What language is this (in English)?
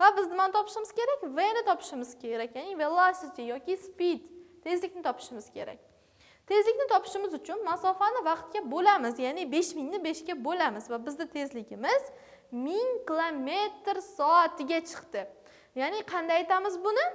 Uzbek